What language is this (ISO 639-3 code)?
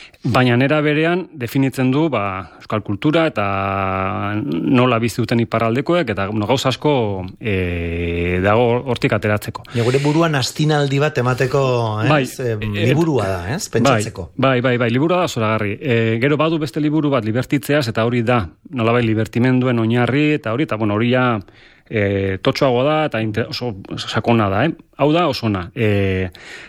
eus